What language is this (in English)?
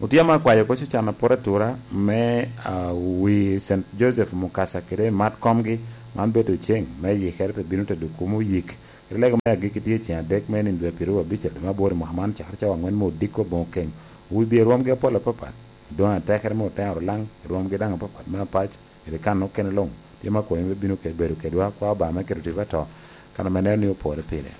Lango (Uganda)